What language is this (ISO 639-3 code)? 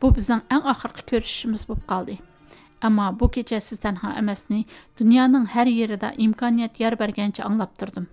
uig